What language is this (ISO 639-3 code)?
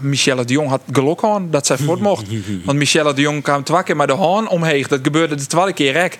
fry